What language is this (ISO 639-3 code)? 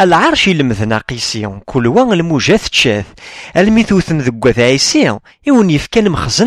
kab